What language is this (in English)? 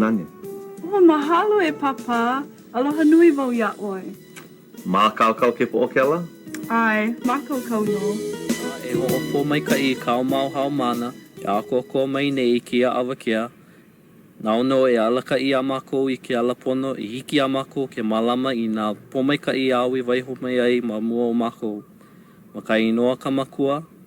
Hawaiian